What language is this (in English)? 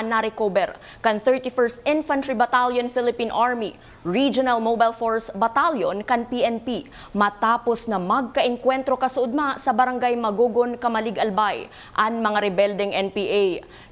Bikol